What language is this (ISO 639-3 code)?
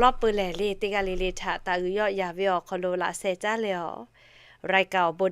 lhu